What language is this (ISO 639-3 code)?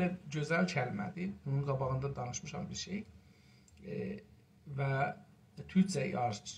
azb